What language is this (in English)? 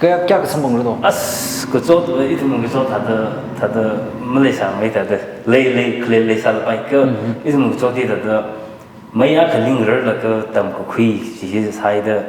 Tangkhul Naga (India)